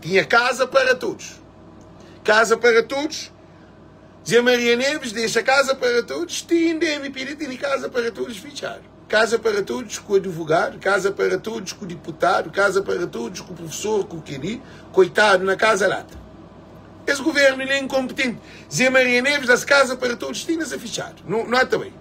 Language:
Kabuverdianu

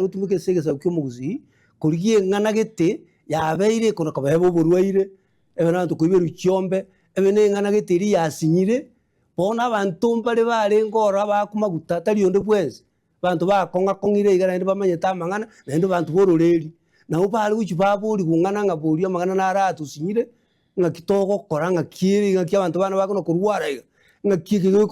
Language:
Gusii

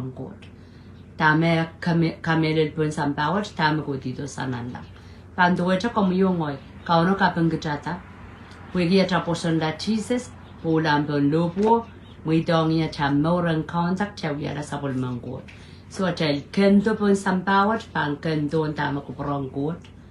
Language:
Pohnpeian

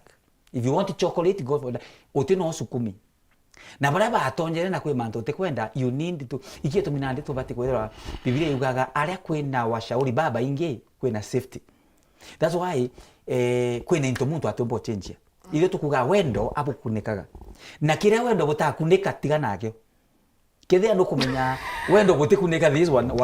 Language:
Meru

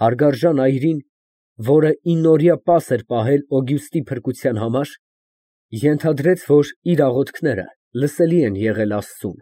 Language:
Armenian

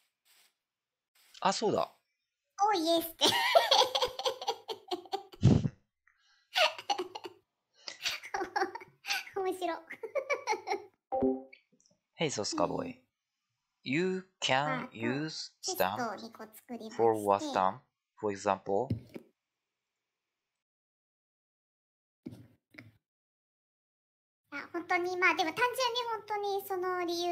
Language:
Japanese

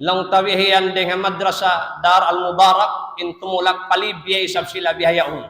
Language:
Tausug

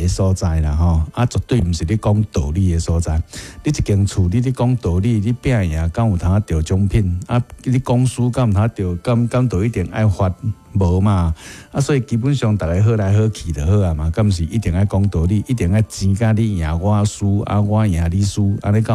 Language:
Min Nan Chinese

